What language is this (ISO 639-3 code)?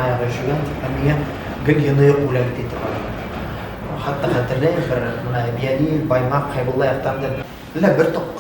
bak